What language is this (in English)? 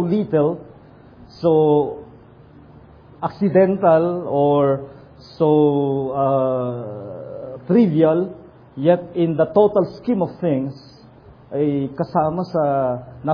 Filipino